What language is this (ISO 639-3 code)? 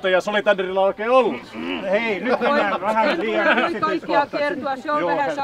fin